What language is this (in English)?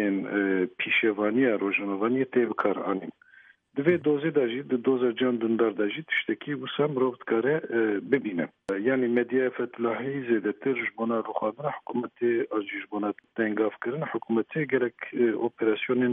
Kurdish